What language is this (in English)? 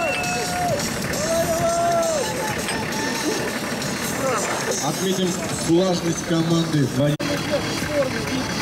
Russian